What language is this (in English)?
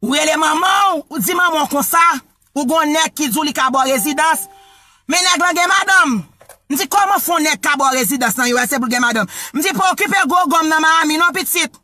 Haitian Creole